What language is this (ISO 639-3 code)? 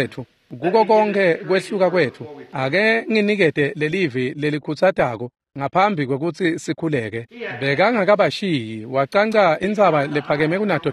ssw